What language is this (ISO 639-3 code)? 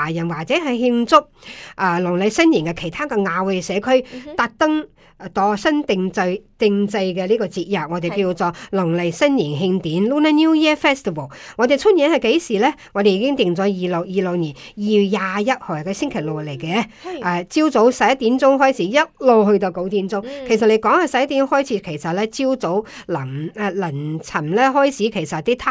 yue